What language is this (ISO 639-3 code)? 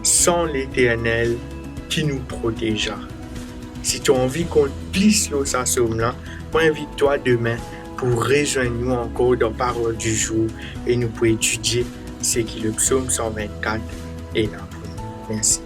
mfe